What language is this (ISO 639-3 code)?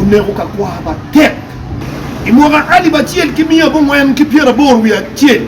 ach